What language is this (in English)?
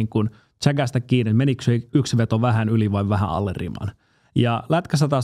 Finnish